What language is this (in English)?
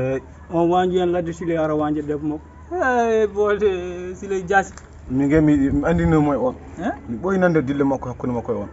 Fula